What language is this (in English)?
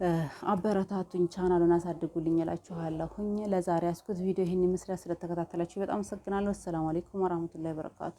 Amharic